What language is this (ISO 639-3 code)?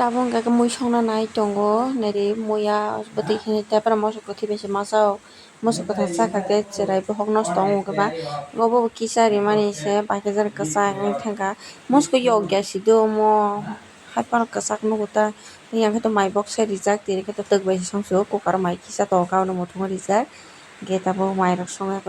trp